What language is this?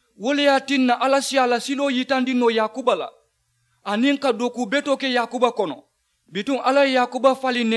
Mandingo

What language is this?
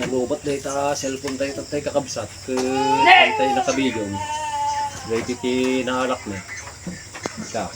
Iloko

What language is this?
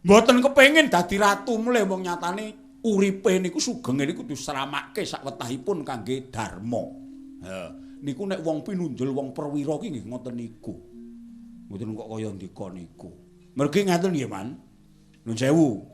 Javanese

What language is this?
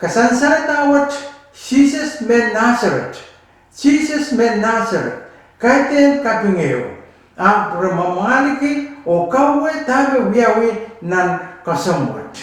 Pohnpeian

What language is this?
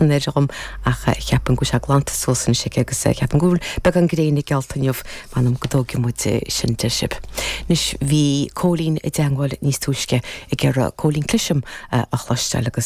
Irish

